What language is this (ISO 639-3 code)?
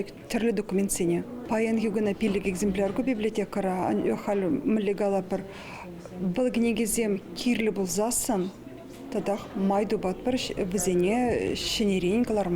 chv